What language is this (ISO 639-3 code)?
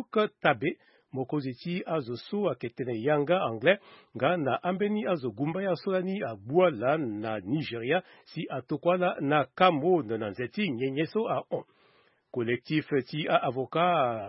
sag